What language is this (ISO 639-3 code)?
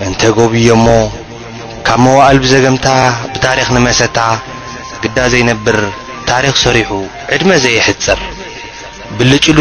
tir